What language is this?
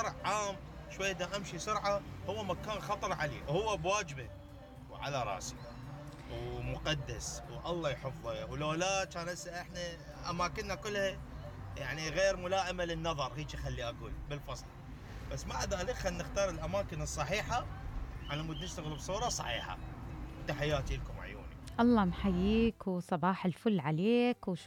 Mesopotamian Arabic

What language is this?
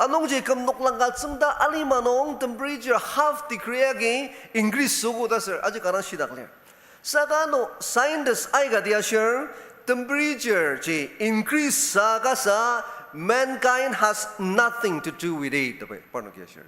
Ao Naga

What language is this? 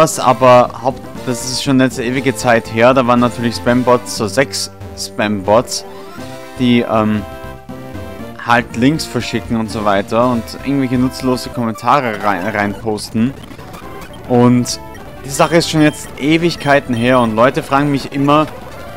German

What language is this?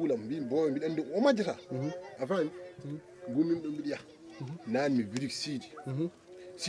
Fula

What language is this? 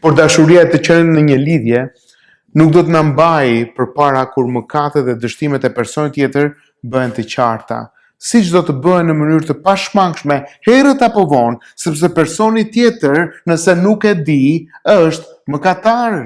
Albanian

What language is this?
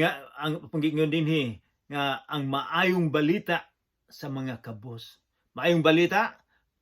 Cebuano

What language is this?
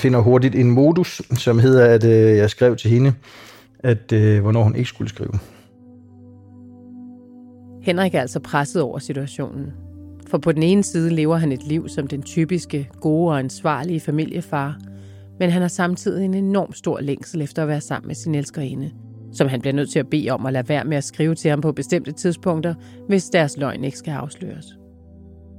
Danish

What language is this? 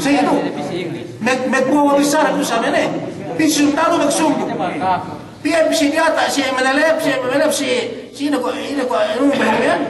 Yakan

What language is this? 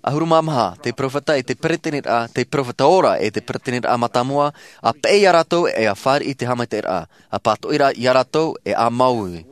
Tahitian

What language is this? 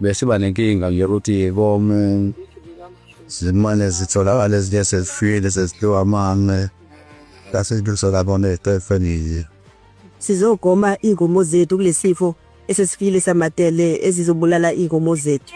Zulu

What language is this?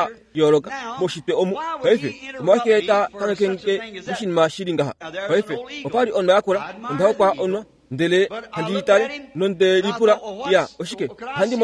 Kuanyama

